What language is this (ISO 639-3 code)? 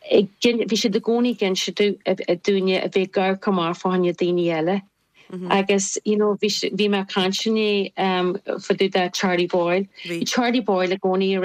gle